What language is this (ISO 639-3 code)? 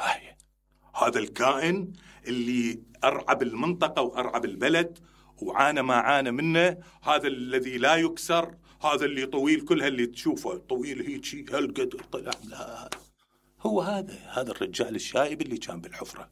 acm